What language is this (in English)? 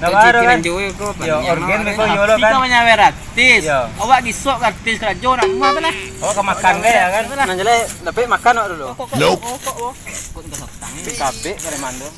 Minangkabau